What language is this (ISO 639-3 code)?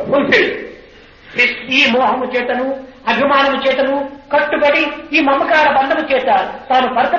tel